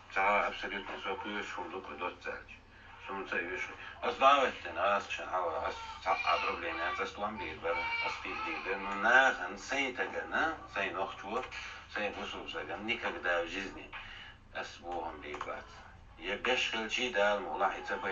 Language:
Chechen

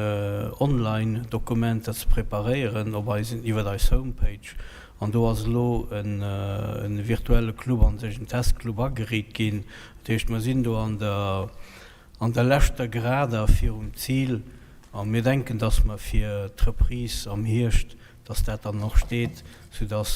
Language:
Luxembourgish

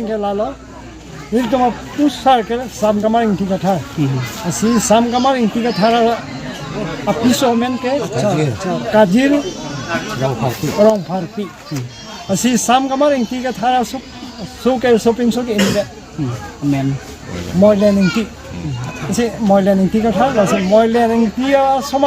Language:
Karbi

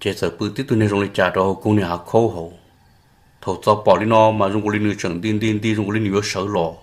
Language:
Hmong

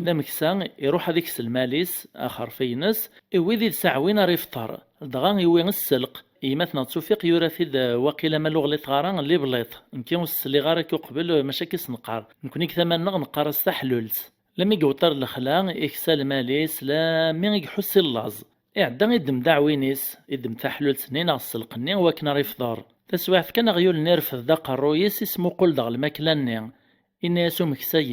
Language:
Kabyle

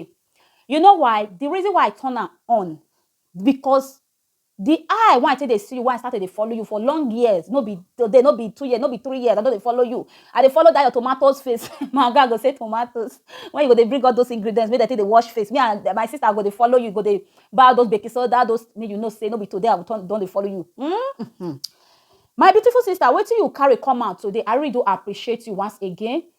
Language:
Nigerian Pidgin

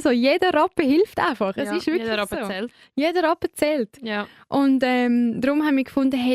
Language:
Swiss German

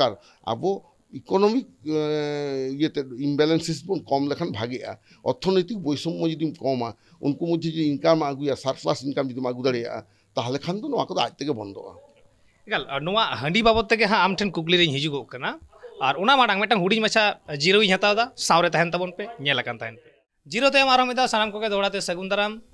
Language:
Santali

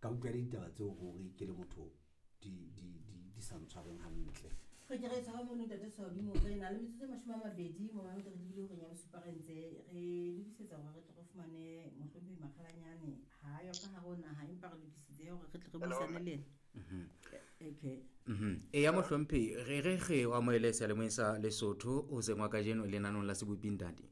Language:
Southern Sotho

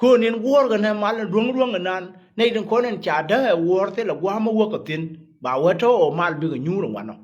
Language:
Nuer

